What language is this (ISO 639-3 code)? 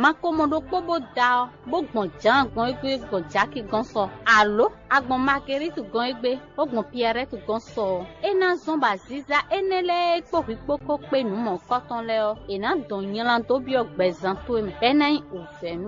fon